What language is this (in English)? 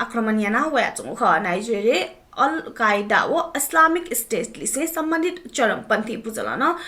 Newari